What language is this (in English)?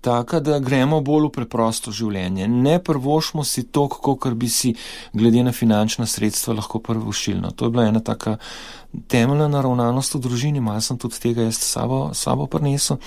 Slovenian